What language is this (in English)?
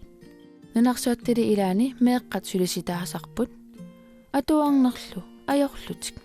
Kalaallisut